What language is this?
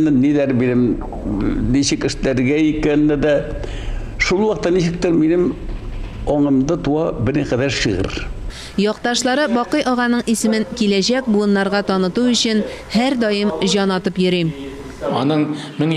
Tatar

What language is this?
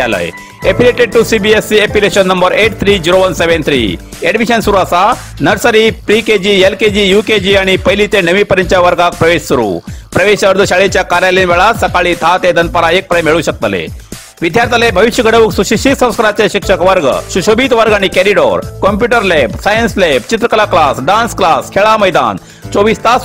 Konkani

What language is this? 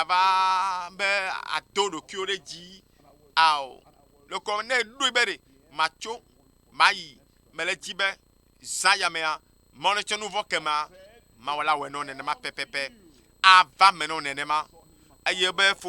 Ewe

